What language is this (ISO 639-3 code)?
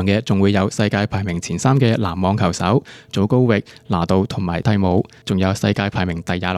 yue